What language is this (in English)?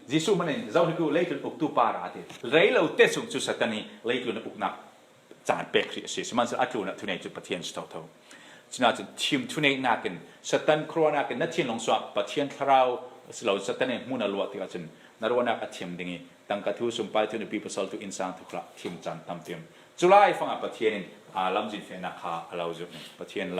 Falam Chin